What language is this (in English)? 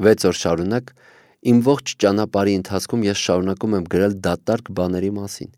Armenian